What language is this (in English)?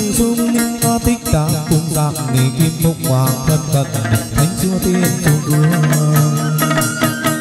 Vietnamese